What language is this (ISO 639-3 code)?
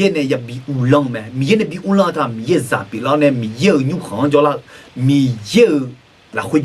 ahk